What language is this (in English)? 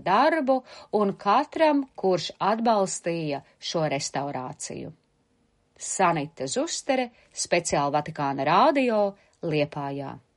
Latvian